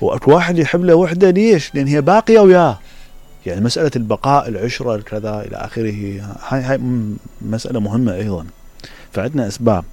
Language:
Mesopotamian Arabic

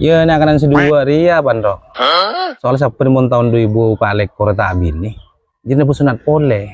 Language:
Madurese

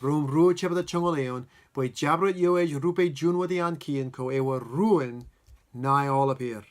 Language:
Marshallese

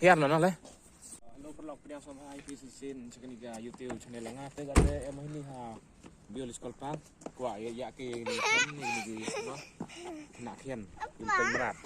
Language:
Khasi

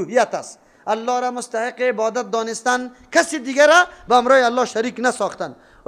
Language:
Persian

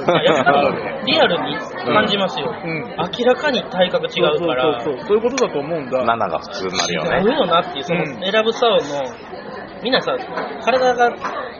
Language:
Japanese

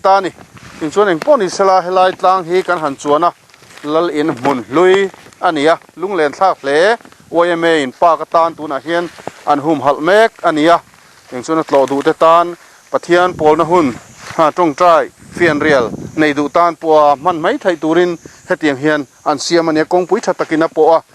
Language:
Mizo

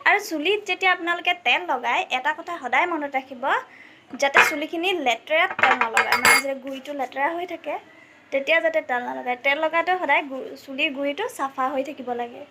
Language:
Assamese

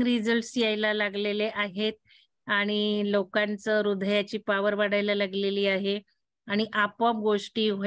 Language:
Marathi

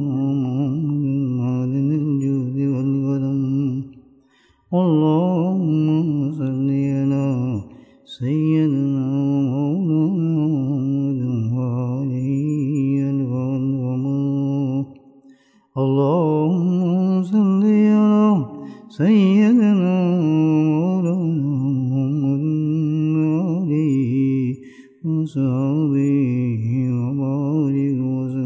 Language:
Urdu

